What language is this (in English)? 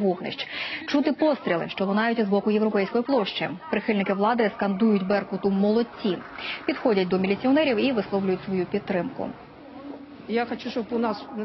Ukrainian